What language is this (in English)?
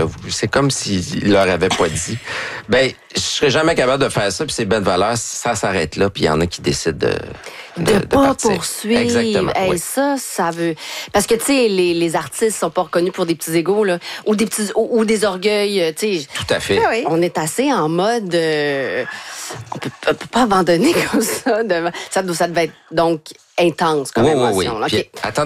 French